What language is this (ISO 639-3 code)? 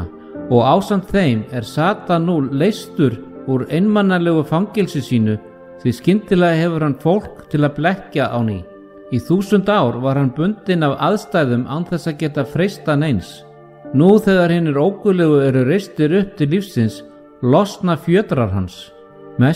isl